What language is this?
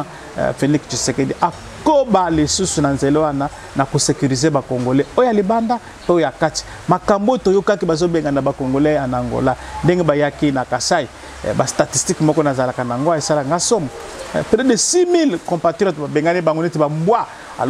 Lingala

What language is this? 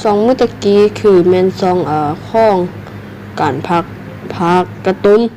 Lao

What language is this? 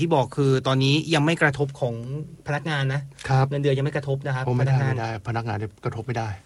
Thai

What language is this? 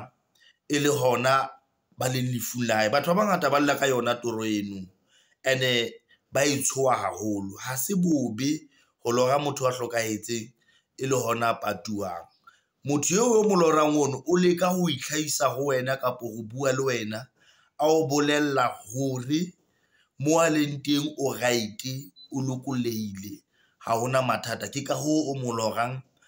Southern Sotho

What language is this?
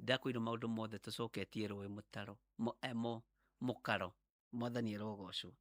Kikuyu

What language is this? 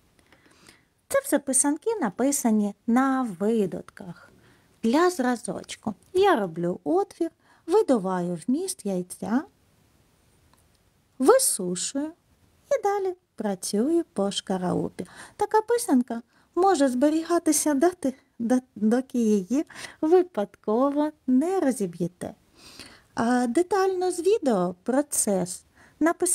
Ukrainian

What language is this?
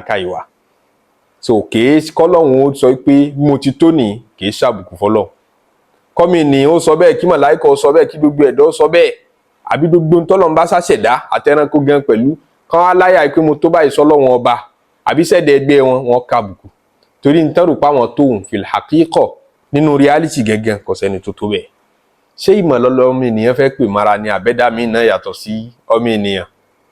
Yoruba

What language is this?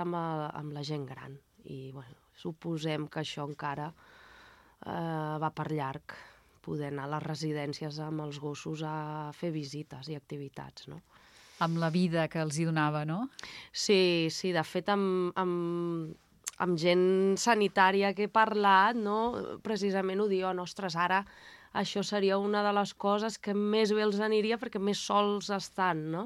Catalan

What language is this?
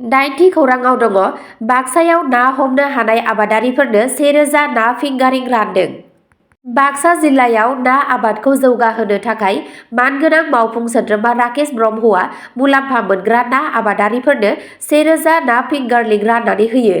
Bodo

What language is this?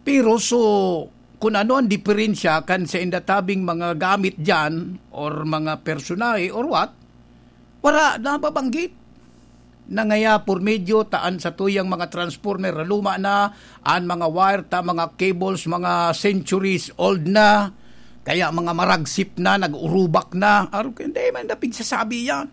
Bikol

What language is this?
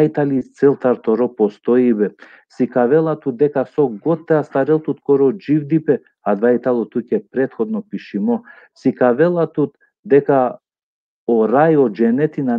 Balkan Romani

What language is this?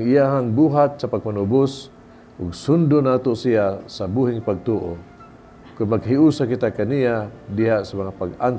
Cebuano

